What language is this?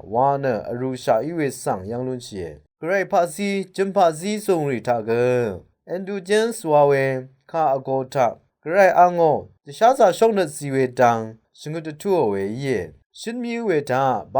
Rawang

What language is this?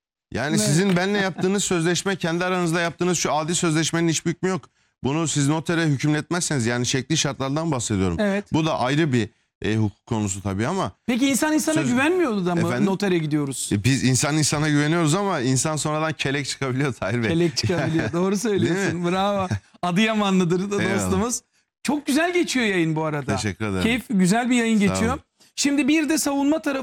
Turkish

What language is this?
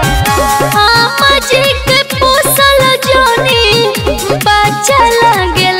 Bhojpuri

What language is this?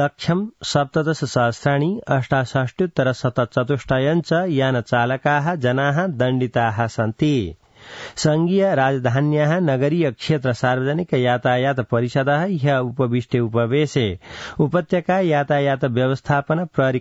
Sanskrit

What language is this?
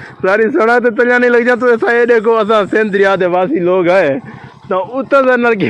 Saraiki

